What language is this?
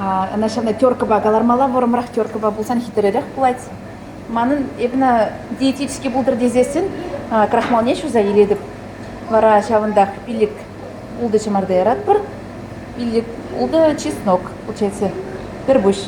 Chuvash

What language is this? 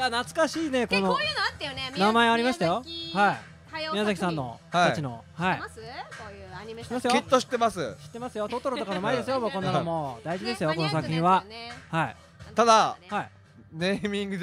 Japanese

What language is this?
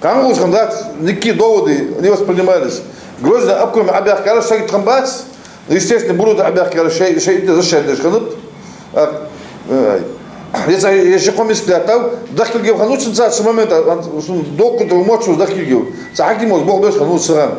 Ingush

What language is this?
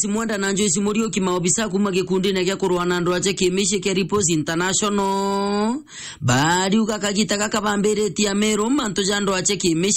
Meru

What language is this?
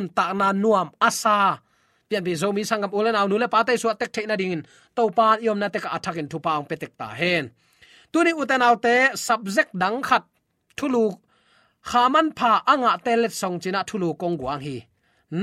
Tedim Chin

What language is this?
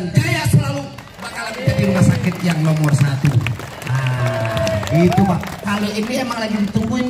Betawi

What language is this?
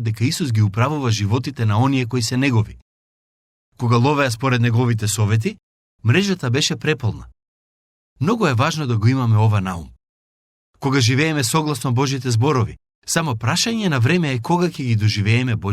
Macedonian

